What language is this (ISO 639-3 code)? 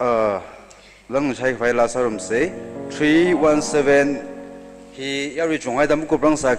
nmf